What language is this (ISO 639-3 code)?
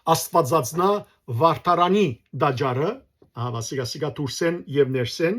hyw